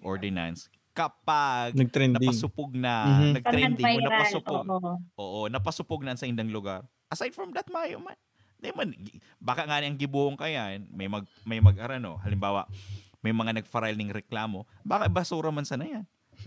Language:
Bikol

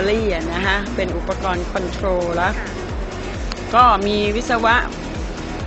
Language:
Thai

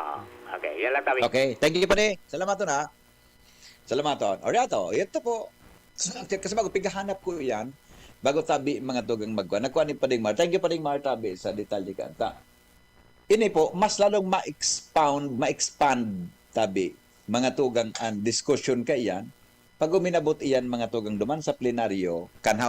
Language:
Bikol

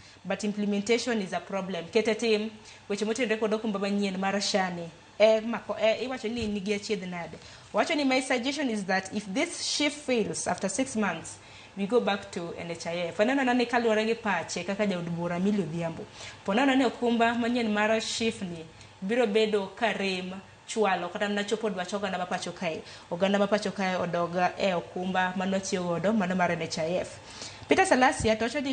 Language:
Luo (Kenya and Tanzania)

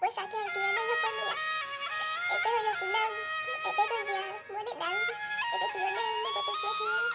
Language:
Hmong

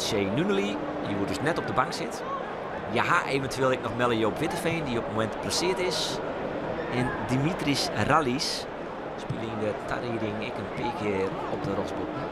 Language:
Western Frisian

